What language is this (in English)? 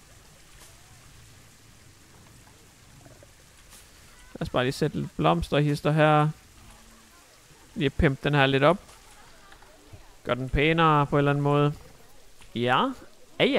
Danish